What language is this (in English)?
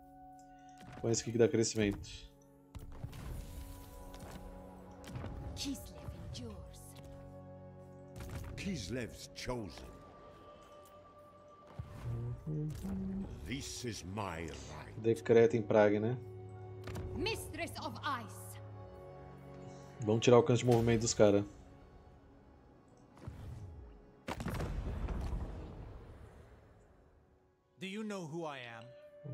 Portuguese